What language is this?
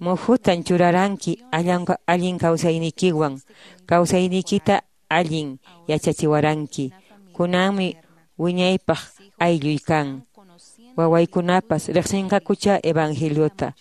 Quechua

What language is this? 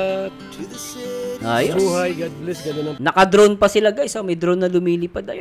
Filipino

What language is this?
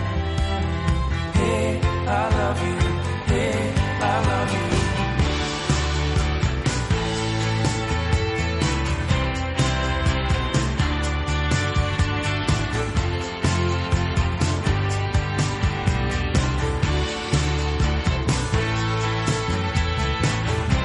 Catalan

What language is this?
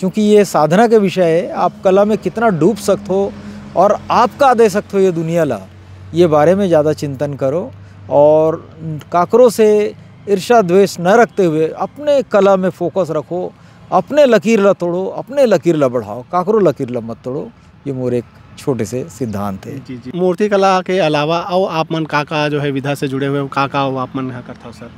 Chhattisgarhi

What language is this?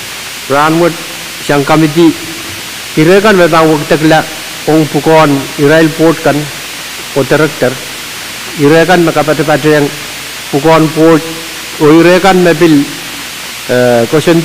Pohnpeian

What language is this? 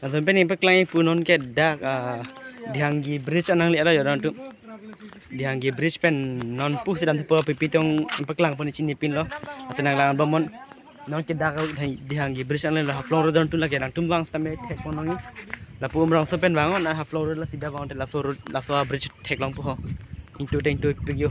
Karbi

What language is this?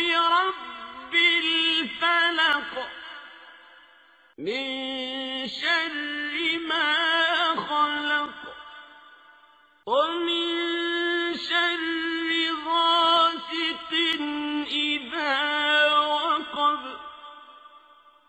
Arabic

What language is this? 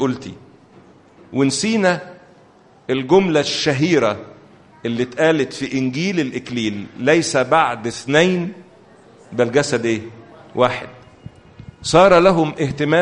Egyptian Arabic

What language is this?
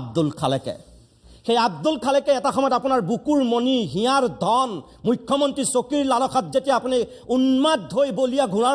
Assamese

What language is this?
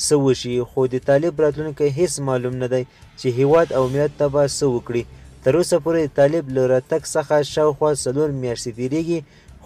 Pashto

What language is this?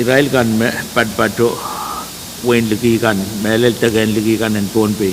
Pohnpeian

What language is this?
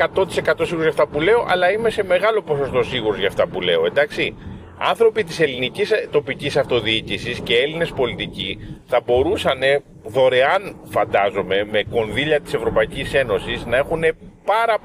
Greek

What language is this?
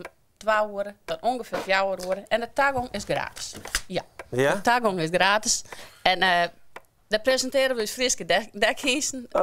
Western Frisian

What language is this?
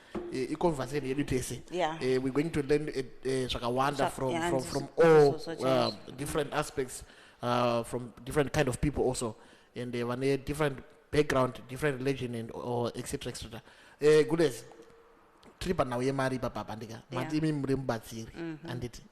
Shona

